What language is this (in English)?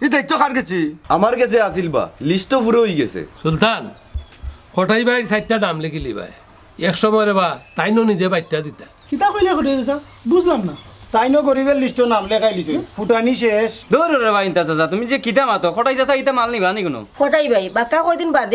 Sylheti